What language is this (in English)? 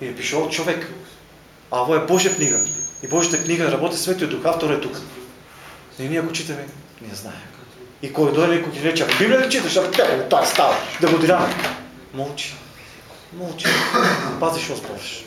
Macedonian